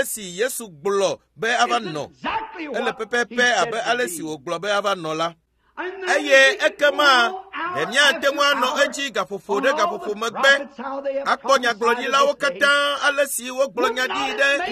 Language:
Ewe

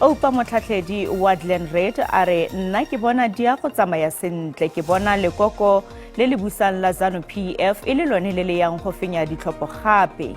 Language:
Tswana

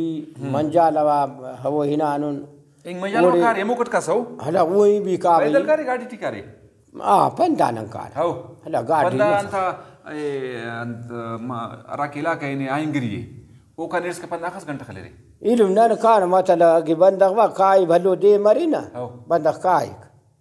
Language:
Brahui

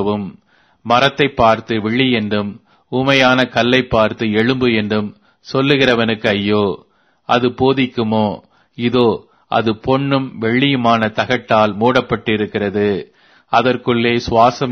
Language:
Tamil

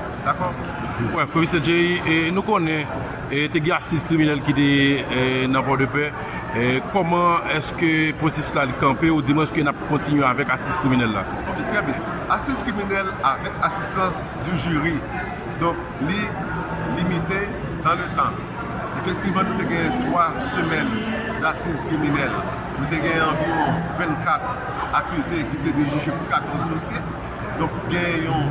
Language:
Haitian Creole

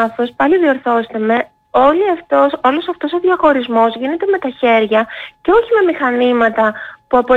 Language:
Greek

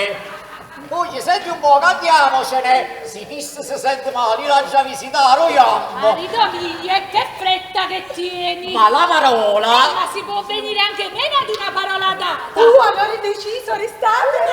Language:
Neapolitan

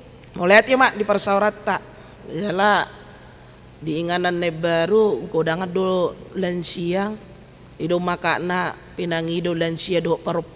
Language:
Batak Toba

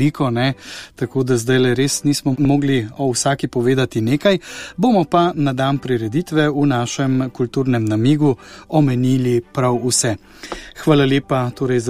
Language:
Slovenian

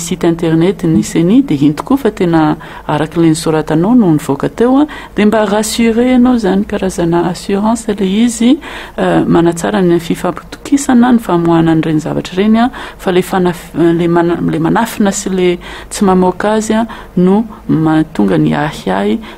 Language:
Malagasy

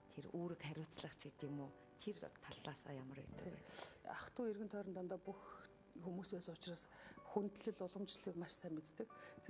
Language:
Mongolian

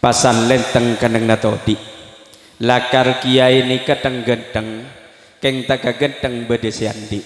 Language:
Madurese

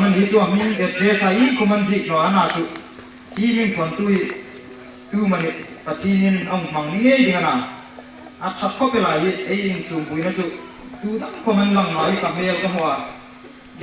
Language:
Hmar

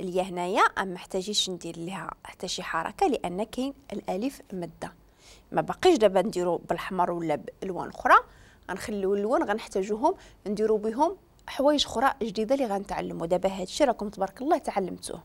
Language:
Moroccan Arabic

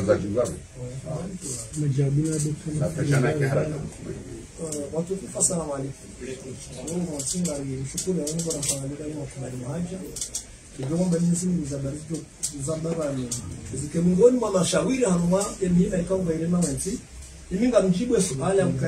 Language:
Swahili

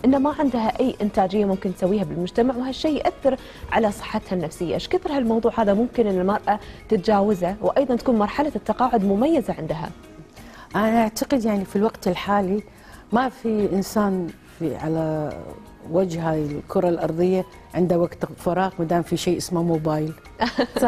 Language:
Gulf Arabic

